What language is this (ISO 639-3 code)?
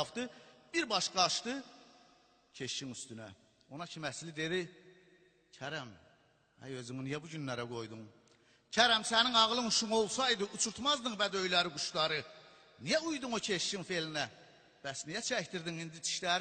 azb